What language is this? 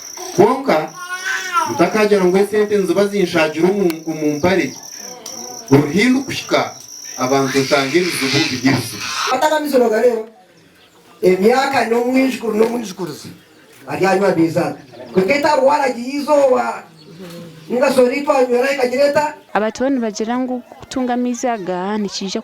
Nyankole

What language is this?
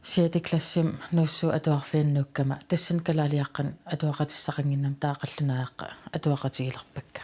Kalaallisut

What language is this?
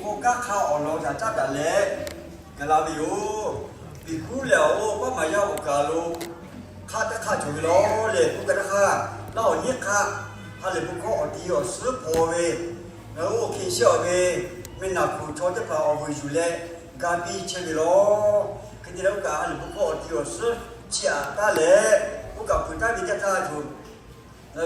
Lahu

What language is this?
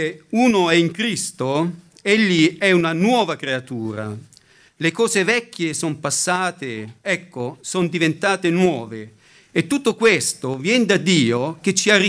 Italian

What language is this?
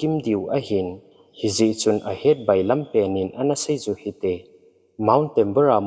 Thado Chin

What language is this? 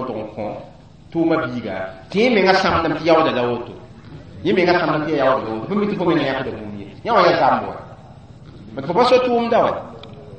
Mossi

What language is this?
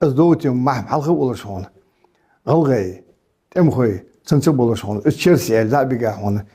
Ingush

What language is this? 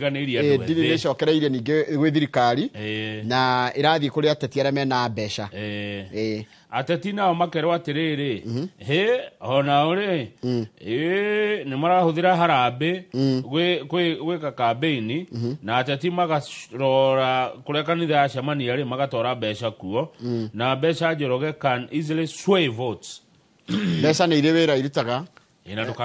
Kikuyu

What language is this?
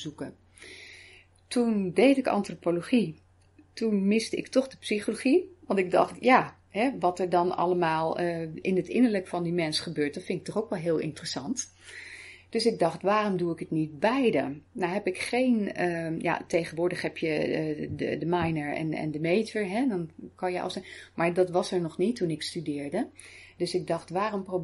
Dutch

